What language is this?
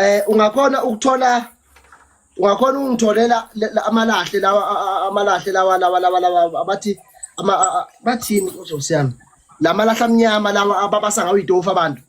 Zulu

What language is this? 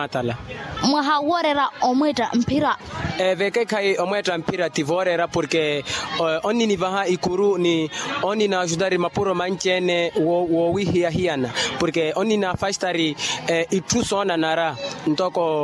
Makhuwa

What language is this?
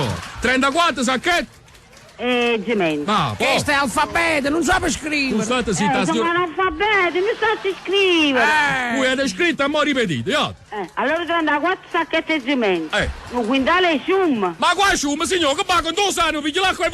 Neapolitan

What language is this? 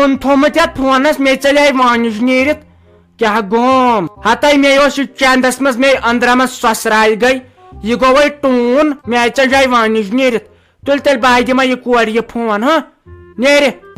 Kashmiri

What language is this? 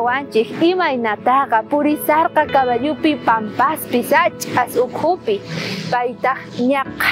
South Bolivian Quechua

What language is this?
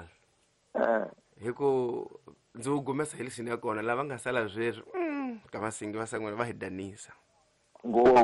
Tsonga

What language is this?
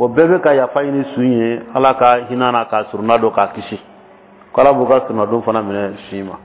Dyula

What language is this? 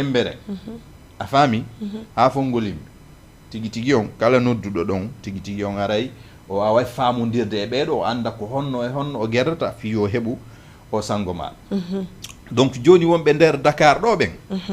Fula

